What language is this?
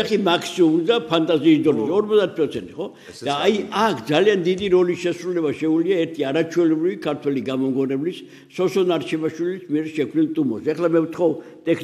Georgian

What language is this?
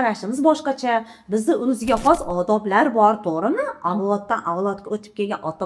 Uzbek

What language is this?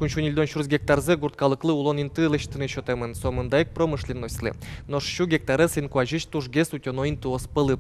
Udmurt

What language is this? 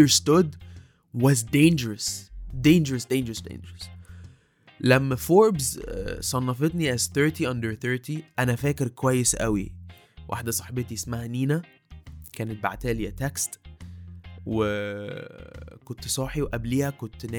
Egyptian Arabic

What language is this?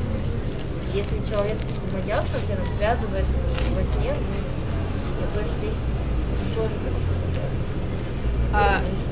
Russian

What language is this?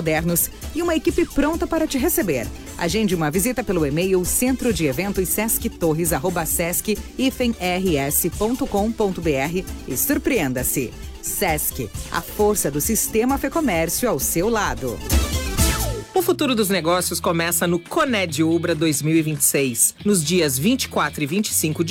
Portuguese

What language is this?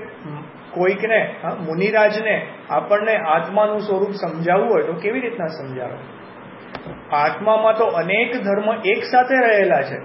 Gujarati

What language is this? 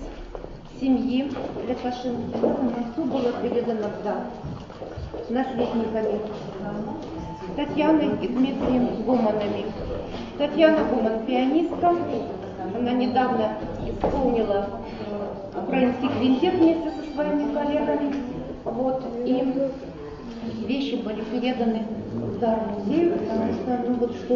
Russian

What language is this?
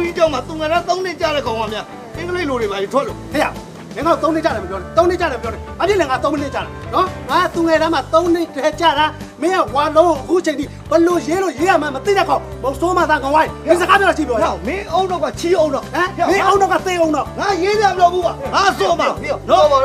Burmese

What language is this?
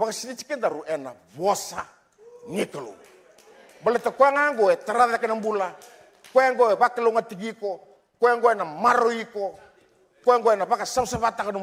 Fijian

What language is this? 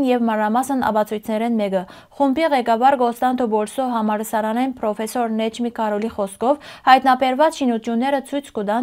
Western Armenian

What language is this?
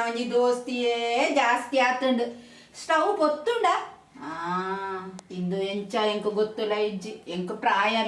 Tulu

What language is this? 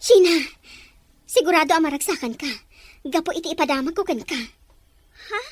Iloko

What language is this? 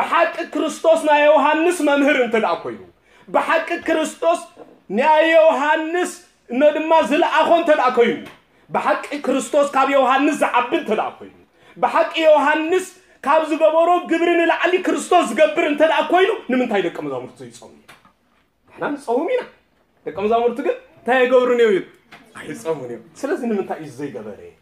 Tigrinya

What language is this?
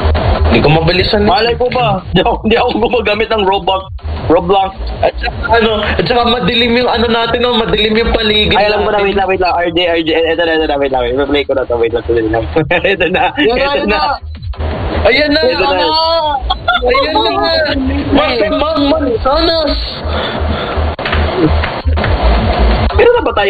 Filipino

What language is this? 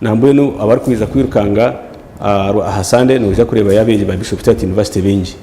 Nyankole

